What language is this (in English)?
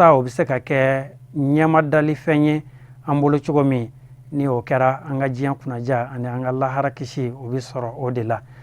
Bambara